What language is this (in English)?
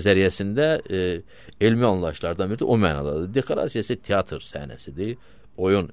Azerbaijani